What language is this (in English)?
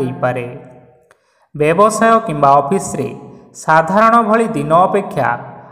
Odia